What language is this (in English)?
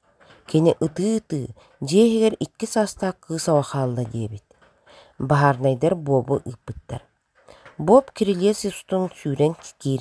Yakut